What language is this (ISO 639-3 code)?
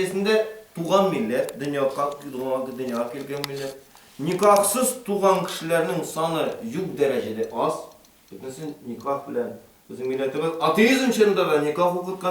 tat